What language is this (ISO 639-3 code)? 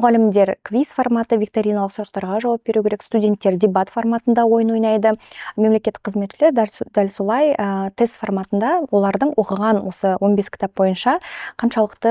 kaz